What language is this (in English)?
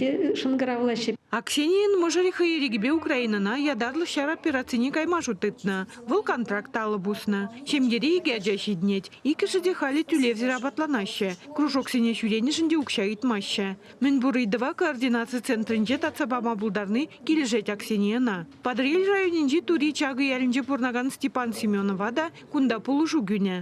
Chuvash